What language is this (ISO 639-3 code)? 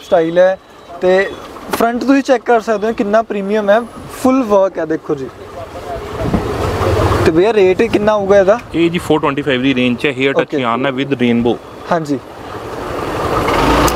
pan